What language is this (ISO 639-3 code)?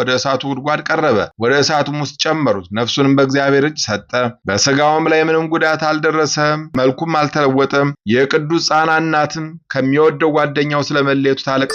amh